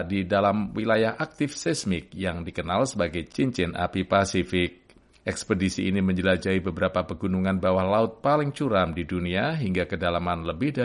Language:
Indonesian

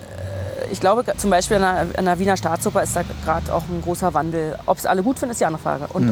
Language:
German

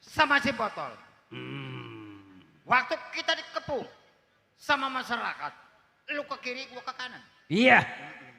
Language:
Betawi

